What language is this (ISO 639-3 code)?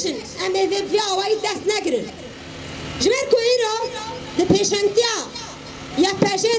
kur